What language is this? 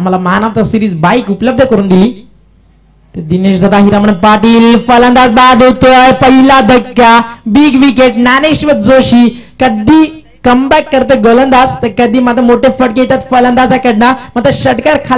Marathi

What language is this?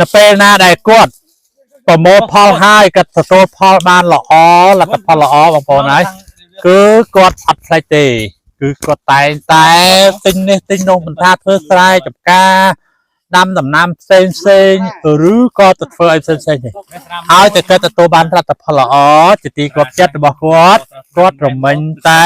Khmer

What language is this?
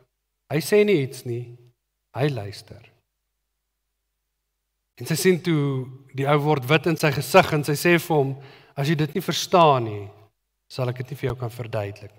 Afrikaans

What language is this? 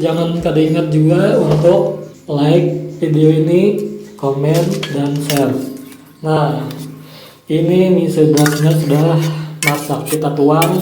Banjar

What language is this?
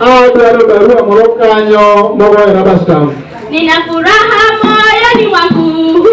Luo (Kenya and Tanzania)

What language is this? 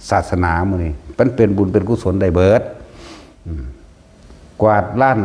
Northeastern Thai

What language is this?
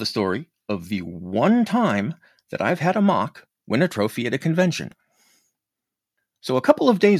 English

